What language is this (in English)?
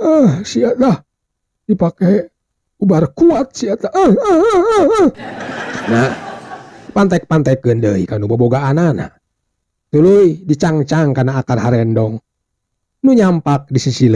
Sundanese